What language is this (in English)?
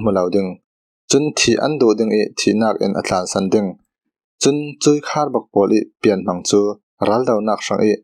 Falam Chin